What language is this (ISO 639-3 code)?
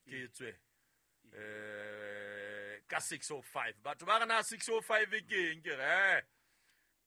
sot